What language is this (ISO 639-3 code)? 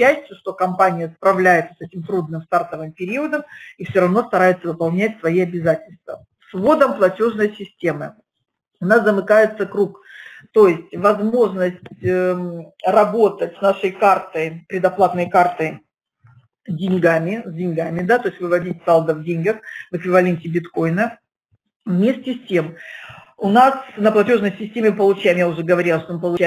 rus